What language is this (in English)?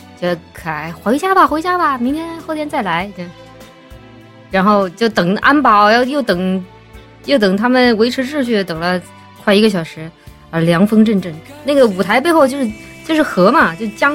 Chinese